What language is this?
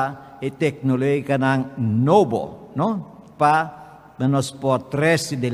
Papiamento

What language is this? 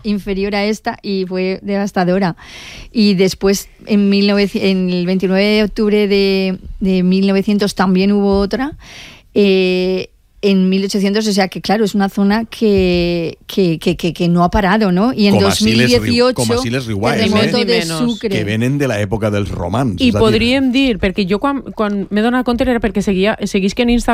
Catalan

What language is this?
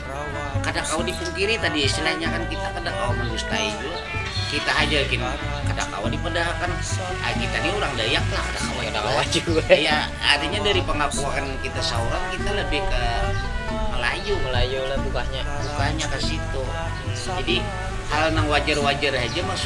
Banjar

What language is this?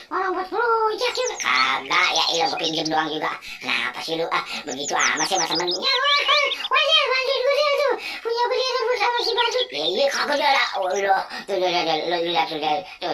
Betawi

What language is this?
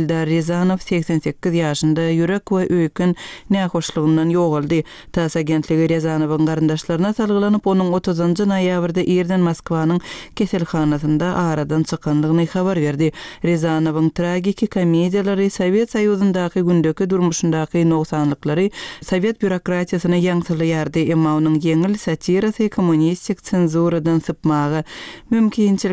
Turkmen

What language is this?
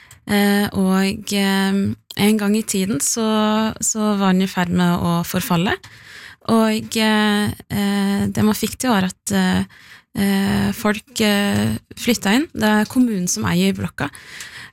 Norwegian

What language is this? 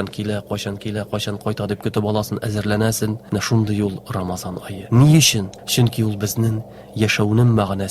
Tatar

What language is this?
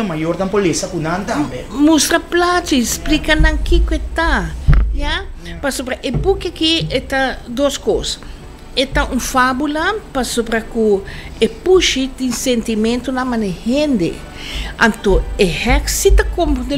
Papiamento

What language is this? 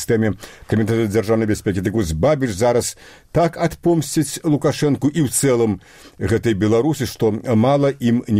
Belarusian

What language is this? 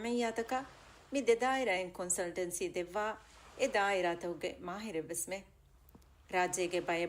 Divehi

